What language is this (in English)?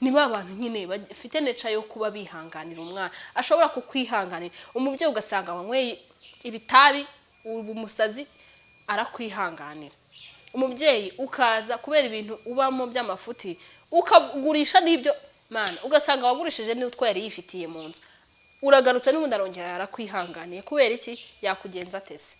Kinyarwanda